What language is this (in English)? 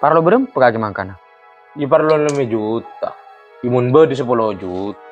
Madurese